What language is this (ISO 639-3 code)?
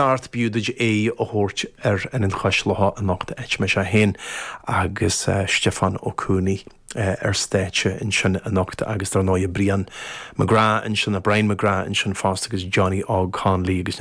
gle